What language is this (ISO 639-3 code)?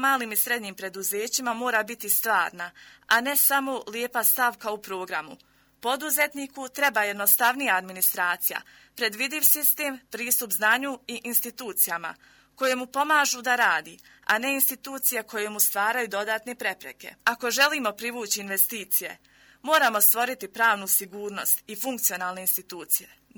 bos